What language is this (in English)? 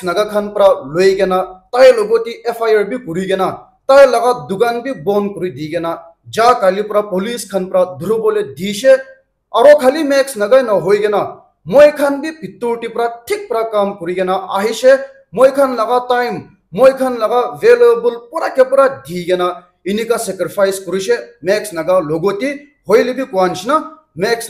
Naga Pidgin